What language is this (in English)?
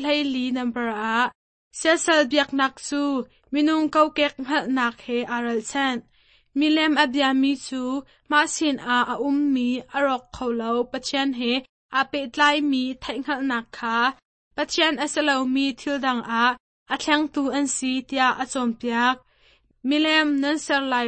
Hakha Chin